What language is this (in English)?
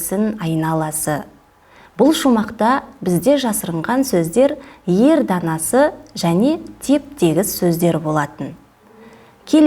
Kazakh